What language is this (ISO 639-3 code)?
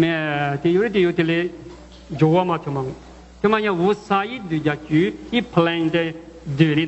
lis